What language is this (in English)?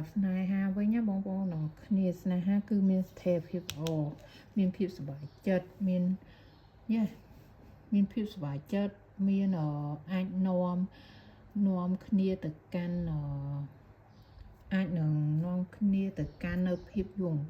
Khmer